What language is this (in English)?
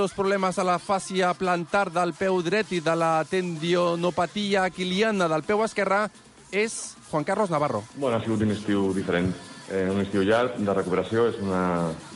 Catalan